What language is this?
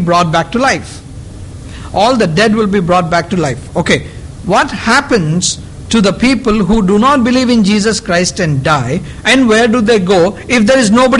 English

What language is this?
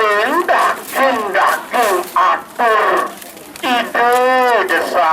Balinese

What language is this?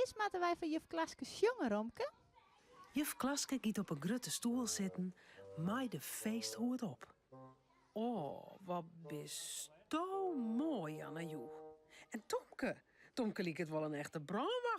Western Frisian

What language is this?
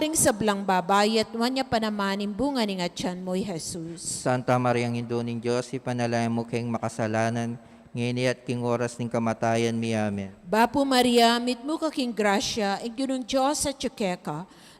Pampanga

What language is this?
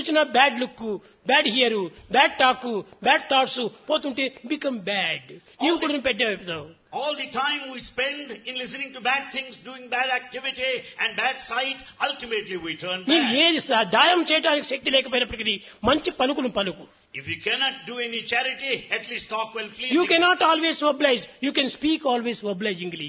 Telugu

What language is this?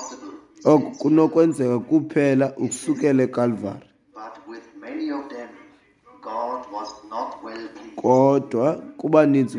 Xhosa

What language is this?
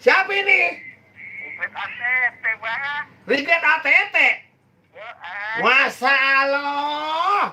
Betawi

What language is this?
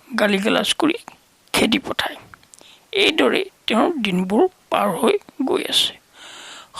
Assamese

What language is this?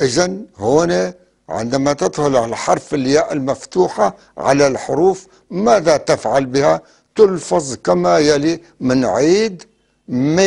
North Levantine Arabic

